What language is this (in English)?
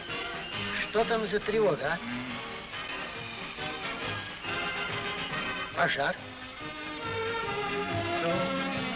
Russian